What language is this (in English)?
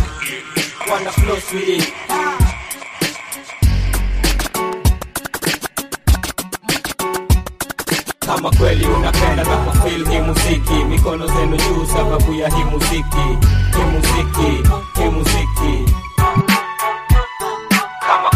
Swahili